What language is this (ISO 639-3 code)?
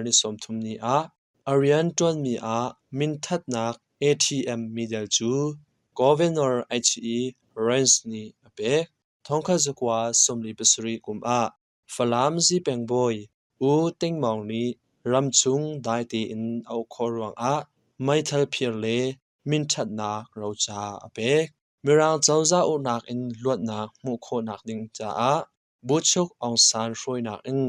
cnh